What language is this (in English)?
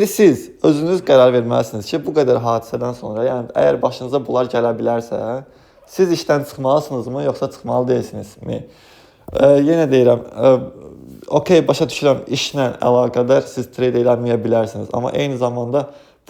Azerbaijani